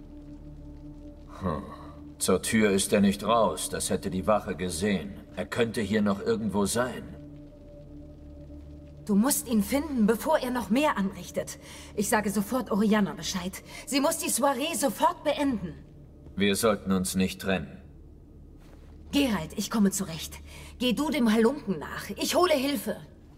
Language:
German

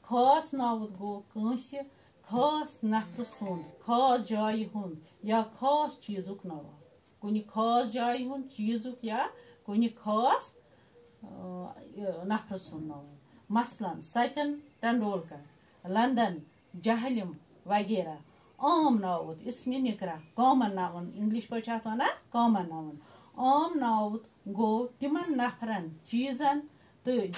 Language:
Kashmiri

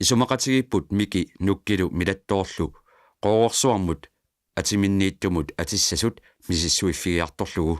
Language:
Kalaallisut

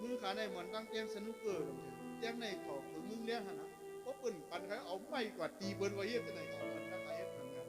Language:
Shan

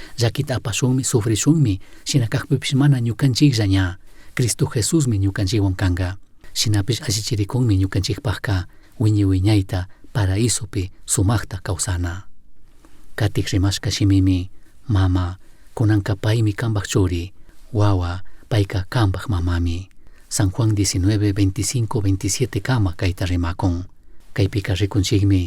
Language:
Chimborazo Highland Quichua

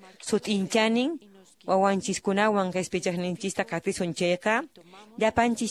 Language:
Quechua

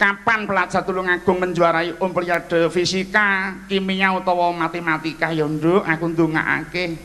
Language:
Javanese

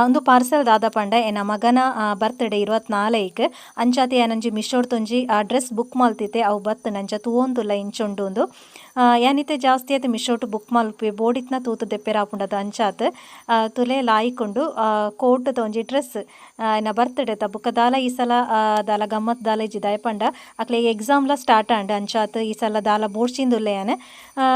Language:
Tulu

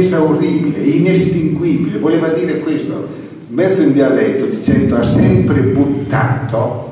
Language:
Italian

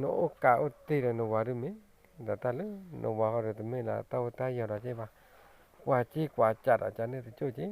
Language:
S'gaw Karen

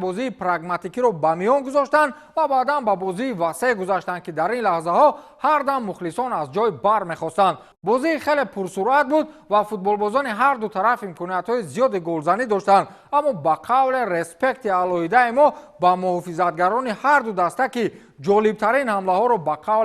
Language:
Tajik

